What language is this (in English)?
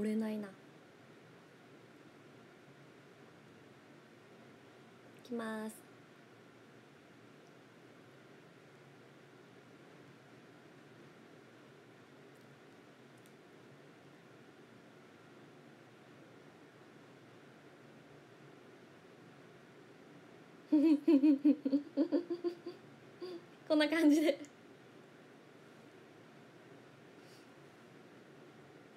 Japanese